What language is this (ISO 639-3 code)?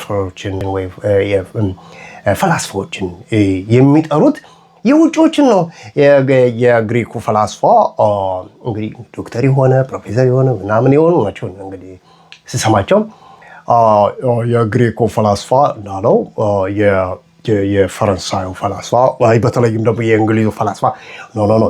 amh